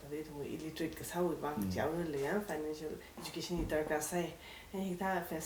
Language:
Tangkhul Naga (India)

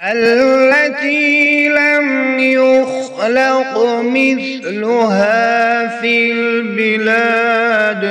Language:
Kashmiri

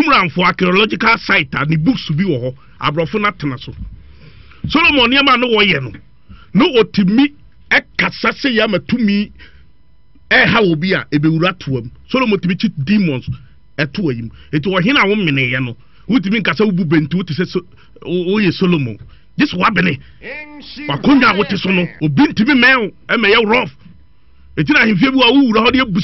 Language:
Akan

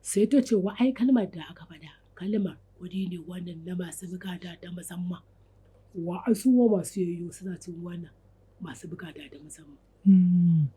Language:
Hausa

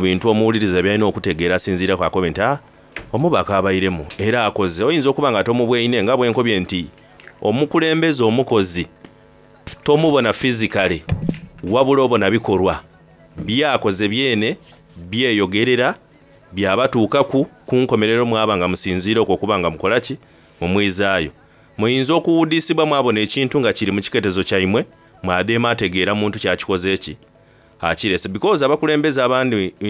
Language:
Soga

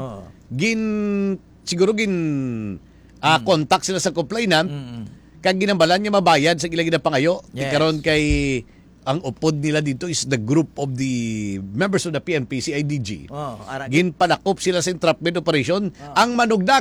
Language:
Hiligaynon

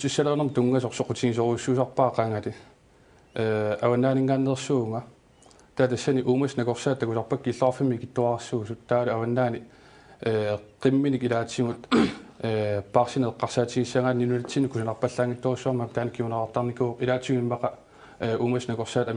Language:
Kalaallisut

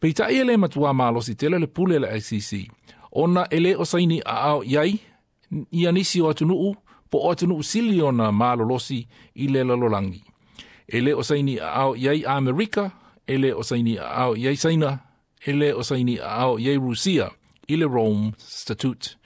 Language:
Samoan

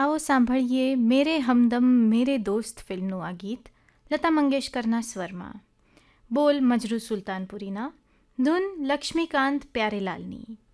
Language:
Gujarati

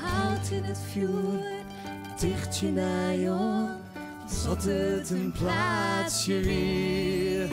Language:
Western Frisian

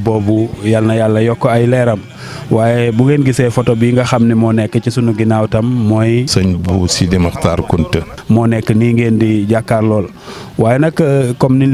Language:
Wolof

